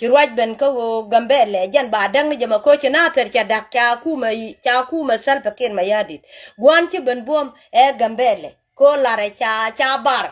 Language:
Nuer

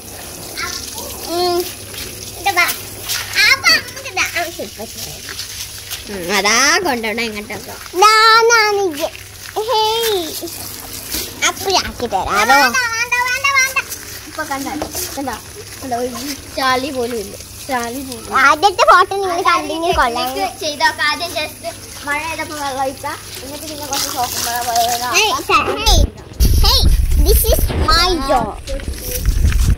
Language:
Malayalam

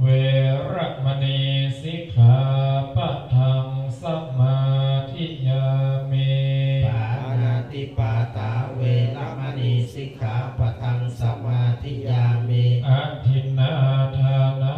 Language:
Pali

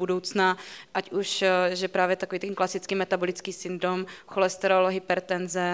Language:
Czech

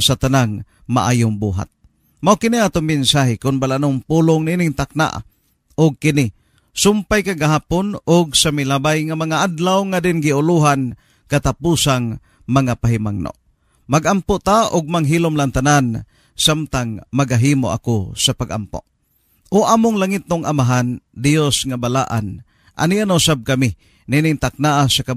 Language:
Cebuano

